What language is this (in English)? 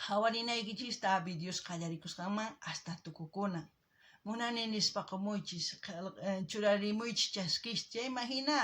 South Bolivian Quechua